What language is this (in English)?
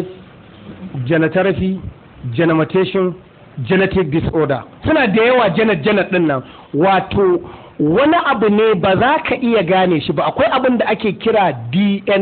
Hausa